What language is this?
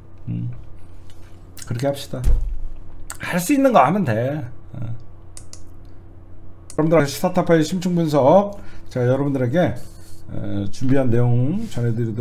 Korean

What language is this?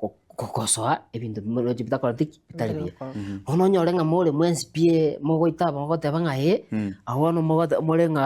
Gusii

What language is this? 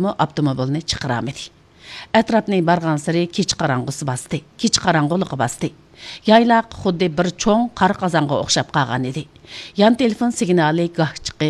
Uyghur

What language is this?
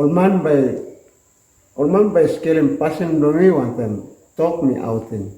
Tok Pisin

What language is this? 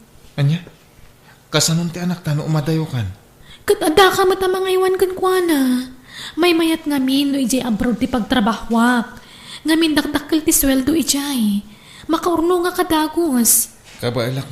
Iloko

